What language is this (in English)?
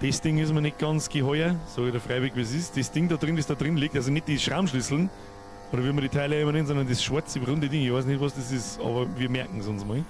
Bavarian